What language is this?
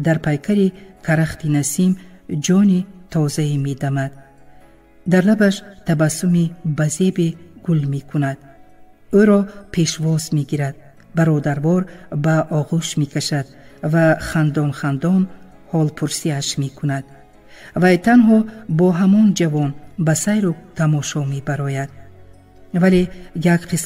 Tajik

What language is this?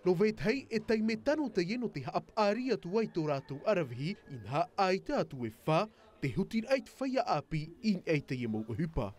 Tahitian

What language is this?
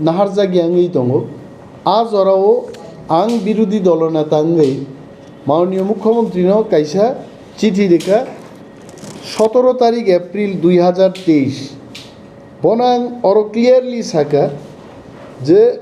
Kok Borok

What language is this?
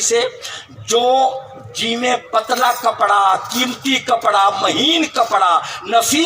Saraiki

